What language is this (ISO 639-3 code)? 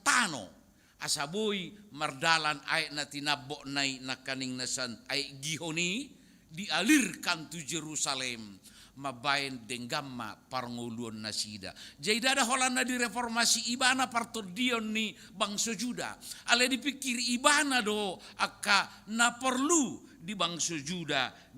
bbc